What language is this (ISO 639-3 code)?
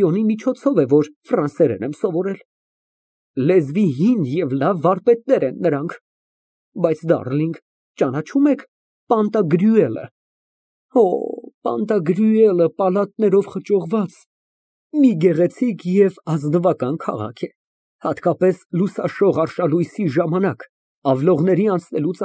hye